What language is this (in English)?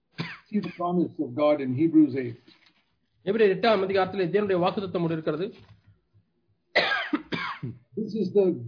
Tamil